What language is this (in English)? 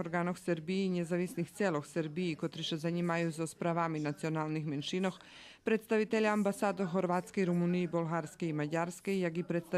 Rusyn